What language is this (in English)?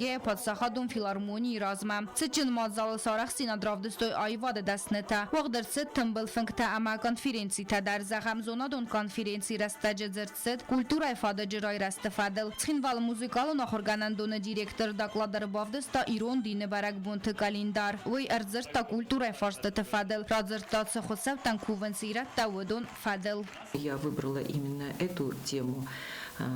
Ossetic